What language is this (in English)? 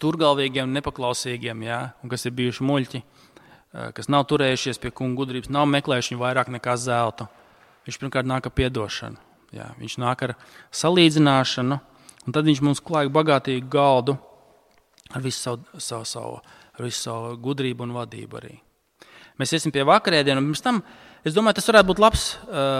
Latvian